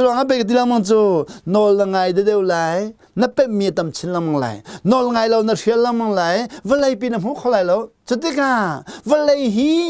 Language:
Hakha Chin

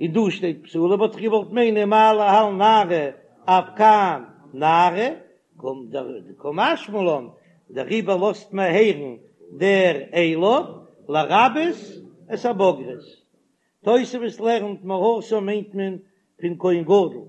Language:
Yiddish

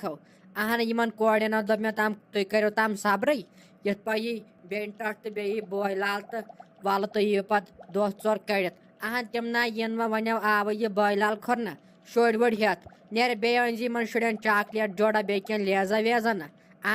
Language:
Kashmiri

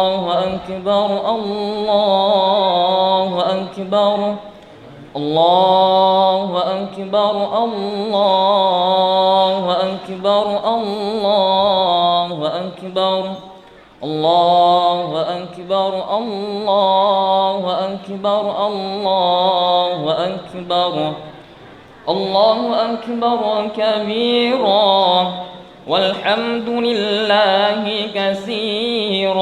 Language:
Buginese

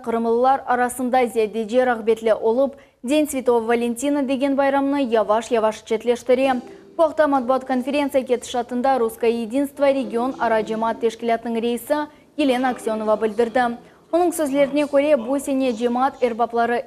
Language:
Crimean Tatar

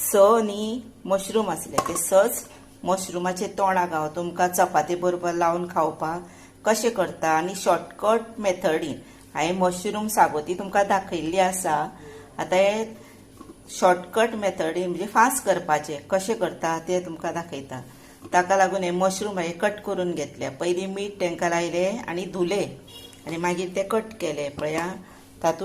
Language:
Konkani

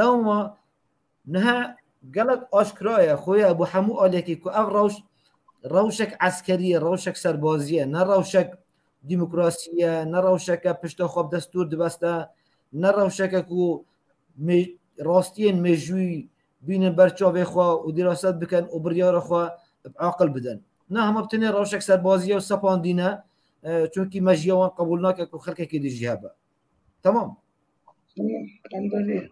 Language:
Kurdish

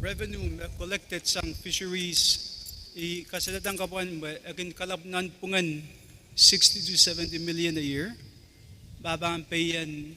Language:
Pohnpeian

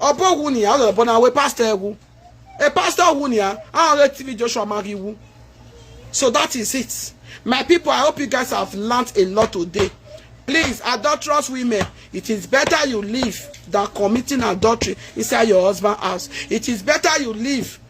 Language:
Nigerian Pidgin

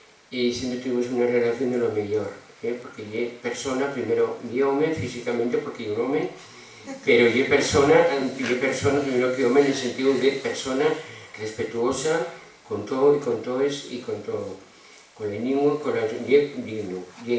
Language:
Asturian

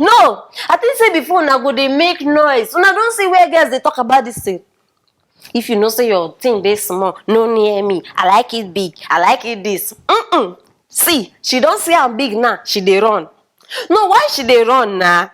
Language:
Nigerian Pidgin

